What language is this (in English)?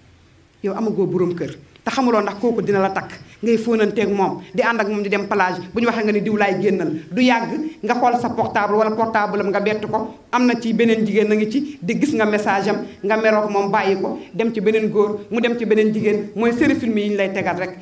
Wolof